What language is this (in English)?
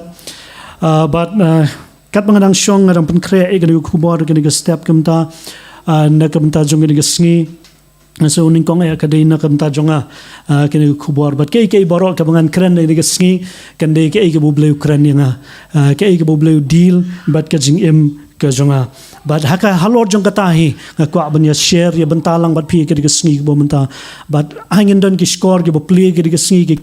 Khasi